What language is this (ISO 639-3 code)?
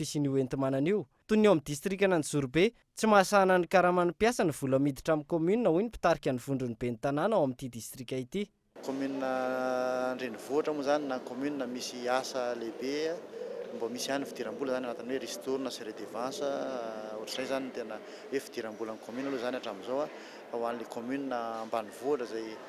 mlg